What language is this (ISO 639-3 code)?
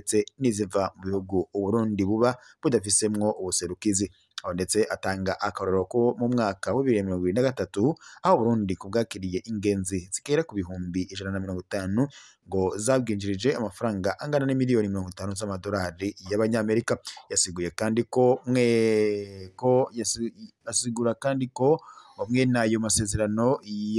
run